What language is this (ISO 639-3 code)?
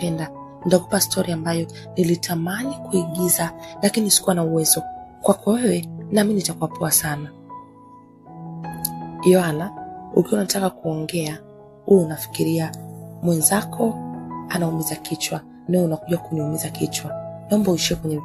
swa